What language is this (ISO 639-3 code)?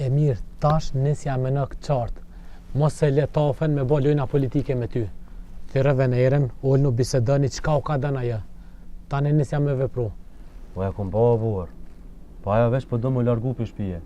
sqi